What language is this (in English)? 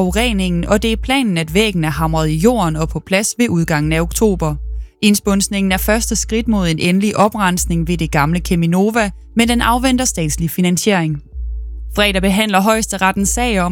Danish